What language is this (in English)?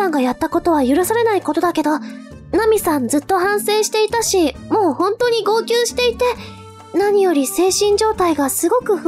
Japanese